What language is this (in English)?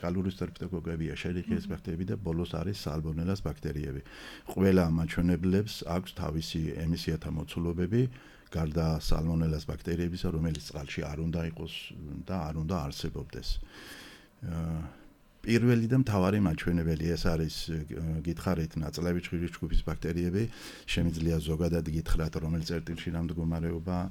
Georgian